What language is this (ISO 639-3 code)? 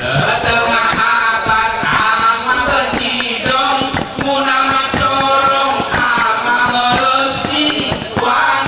gay